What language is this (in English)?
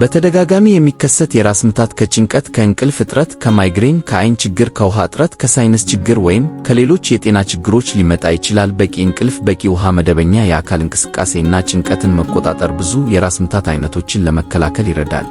Amharic